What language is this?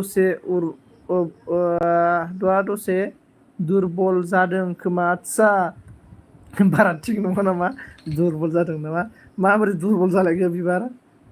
Bodo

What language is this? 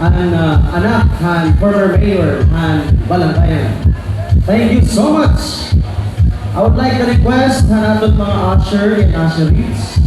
Waray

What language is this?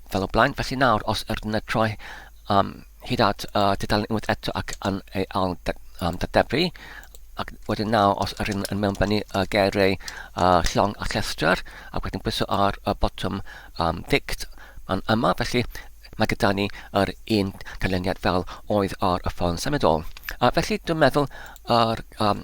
Welsh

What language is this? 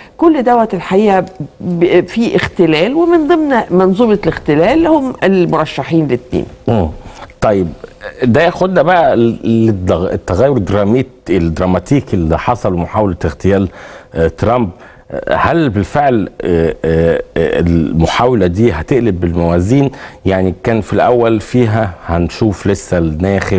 Egyptian Arabic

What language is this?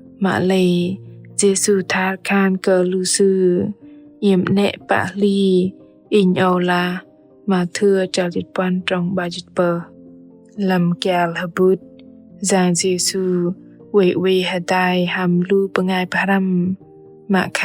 Bahnar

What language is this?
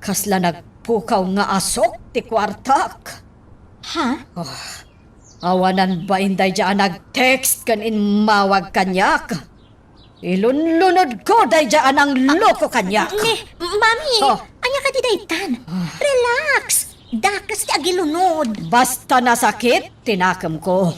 Iloko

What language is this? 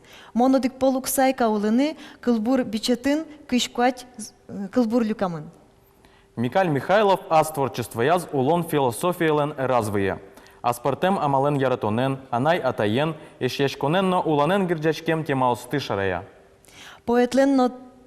Udmurt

